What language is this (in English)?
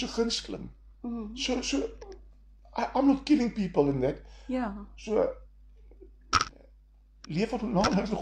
Afrikaans